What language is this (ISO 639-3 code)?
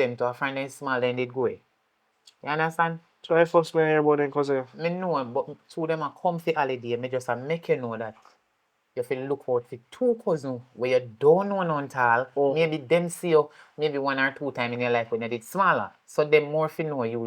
jam